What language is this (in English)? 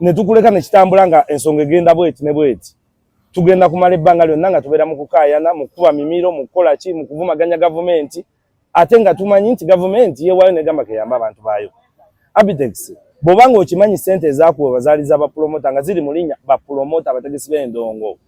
Ganda